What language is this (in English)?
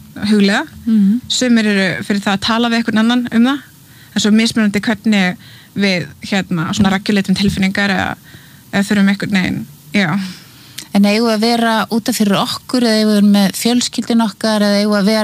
Icelandic